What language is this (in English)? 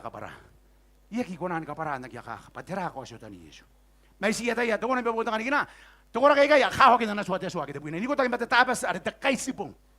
Gilbertese